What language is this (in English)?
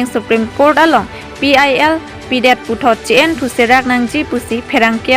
Karbi